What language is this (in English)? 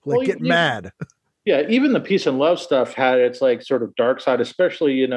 English